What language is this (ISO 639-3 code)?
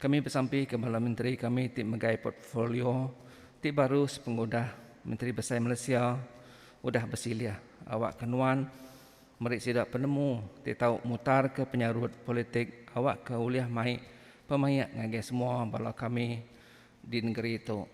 iba